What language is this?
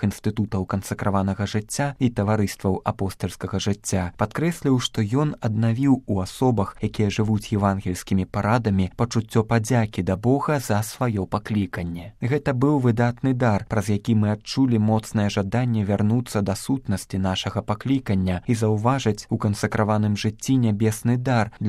Belarusian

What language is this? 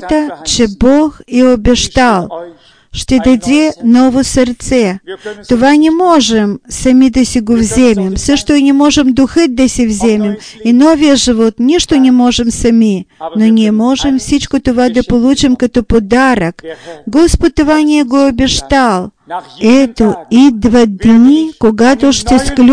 Bulgarian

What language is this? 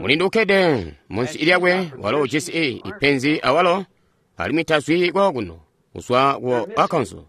Tonga (Zambia)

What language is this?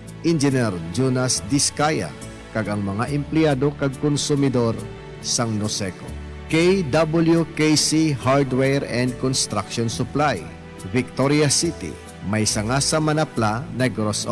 Hiligaynon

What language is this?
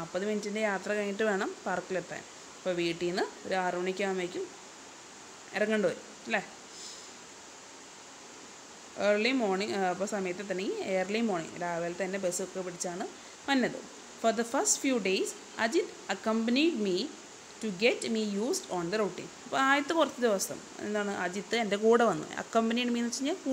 Malayalam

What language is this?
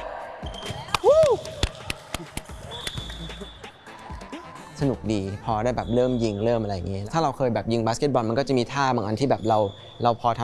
Thai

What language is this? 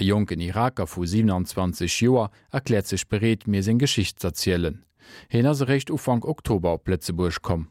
Luxembourgish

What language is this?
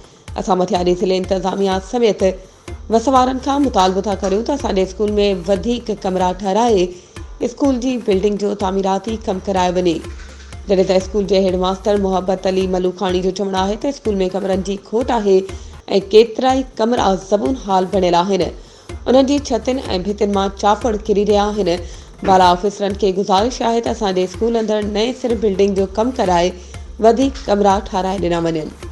Sindhi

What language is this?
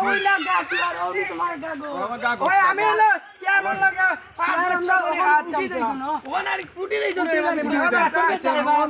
Sylheti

